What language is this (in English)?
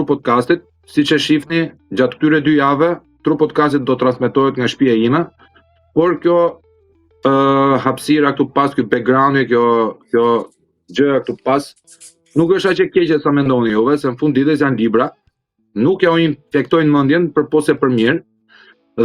Albanian